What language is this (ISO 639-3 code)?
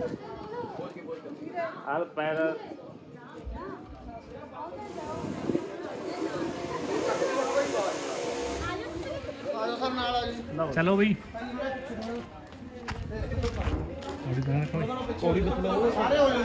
pan